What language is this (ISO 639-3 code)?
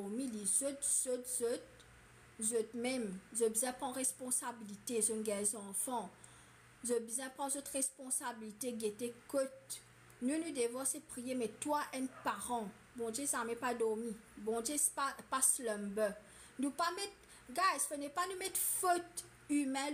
mfe